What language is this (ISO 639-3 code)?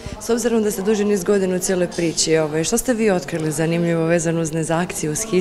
hrv